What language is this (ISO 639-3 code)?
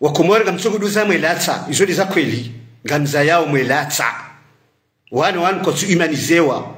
zdj